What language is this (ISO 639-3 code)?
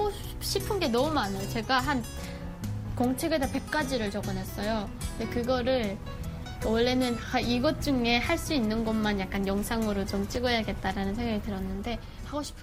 kor